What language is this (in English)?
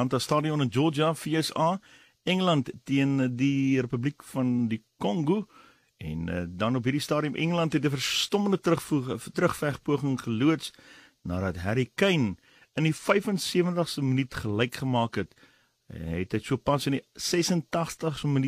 Afrikaans